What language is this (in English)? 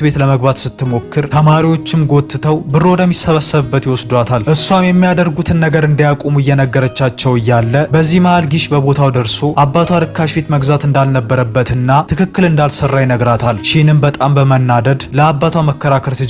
Amharic